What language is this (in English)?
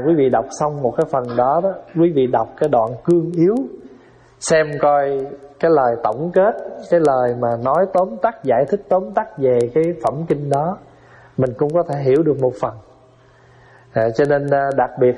Vietnamese